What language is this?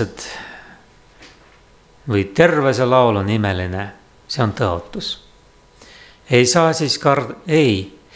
Estonian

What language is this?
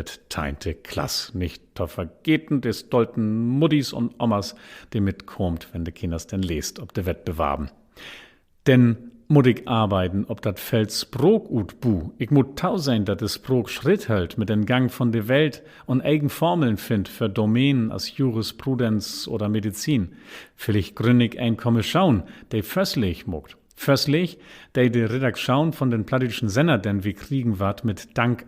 Low German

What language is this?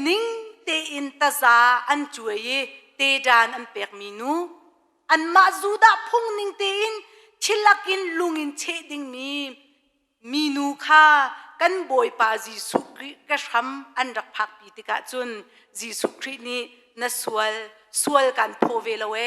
Hakha Chin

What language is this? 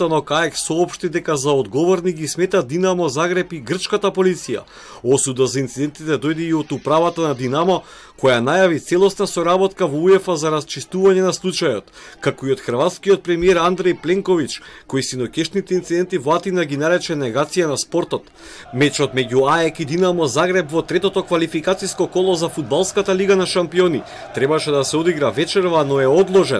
Macedonian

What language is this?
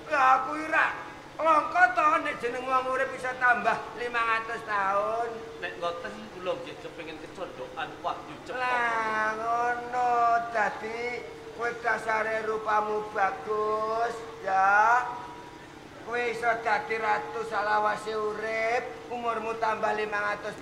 Javanese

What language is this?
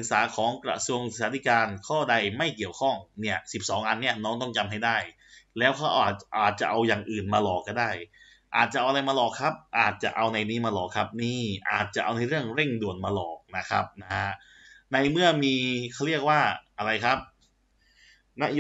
Thai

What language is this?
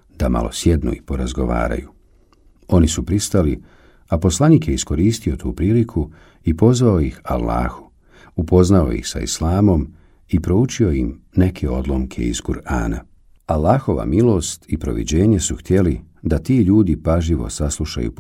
Bosnian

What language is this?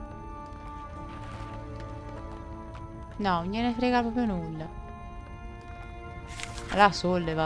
Italian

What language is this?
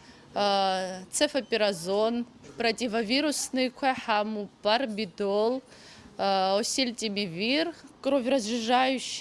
Abkhazian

